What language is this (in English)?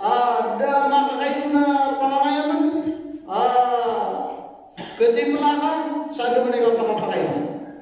Maranao